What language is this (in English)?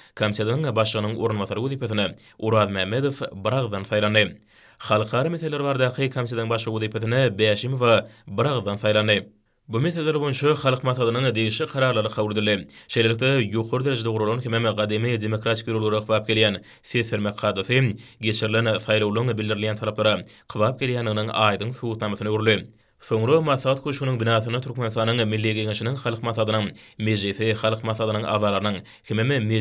Turkmen